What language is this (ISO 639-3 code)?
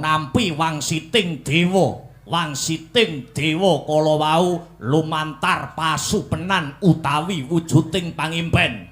jav